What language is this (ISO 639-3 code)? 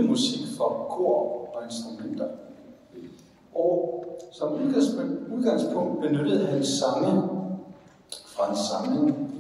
dan